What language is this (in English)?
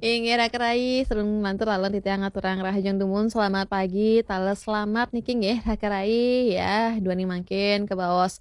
Balinese